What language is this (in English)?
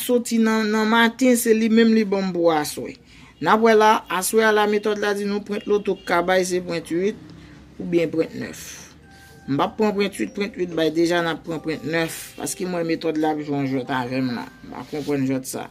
Haitian Creole